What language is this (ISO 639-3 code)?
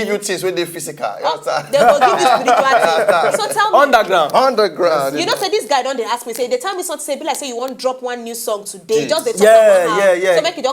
pcm